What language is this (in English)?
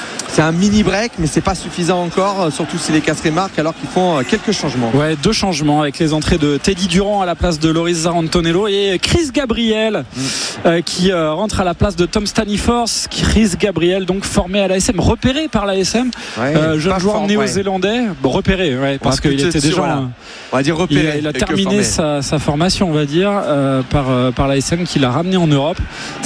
French